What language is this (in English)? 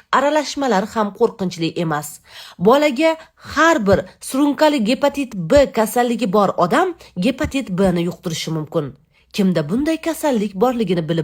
Uzbek